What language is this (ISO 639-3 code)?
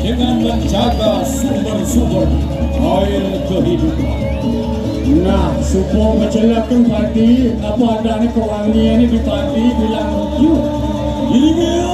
ban